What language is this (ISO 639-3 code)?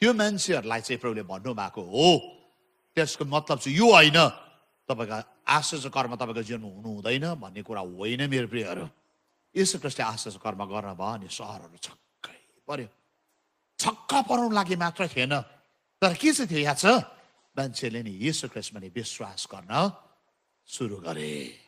nep